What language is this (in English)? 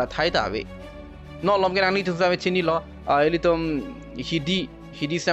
Karbi